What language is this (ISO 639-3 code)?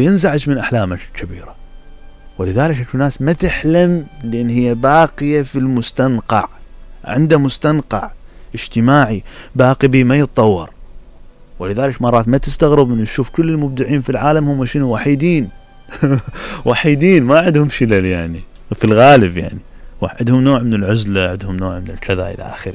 acm